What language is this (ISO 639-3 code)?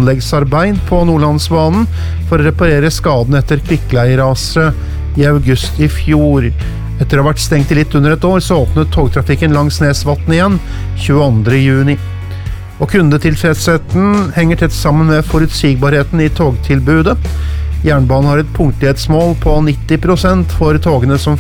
nor